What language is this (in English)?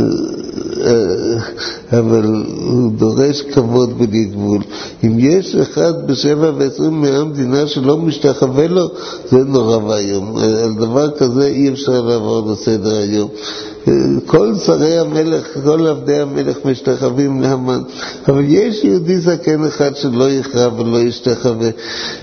Hebrew